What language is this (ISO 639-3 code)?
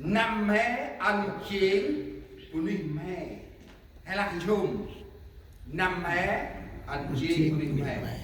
cmo